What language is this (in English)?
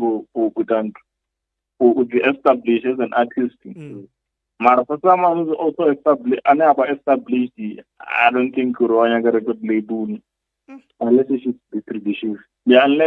Venda